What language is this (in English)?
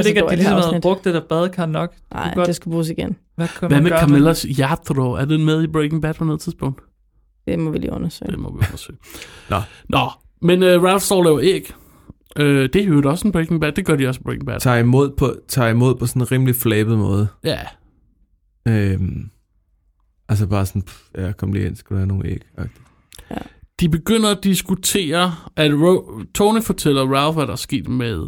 Danish